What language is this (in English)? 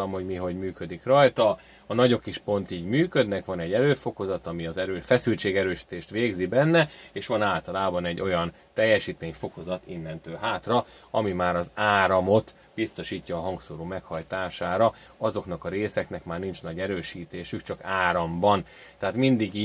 Hungarian